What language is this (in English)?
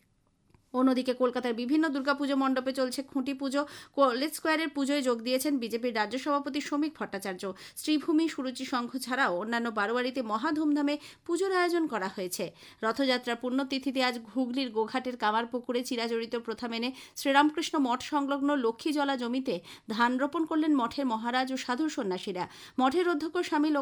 Bangla